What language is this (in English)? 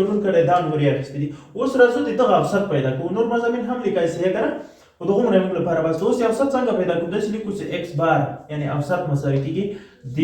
Pashto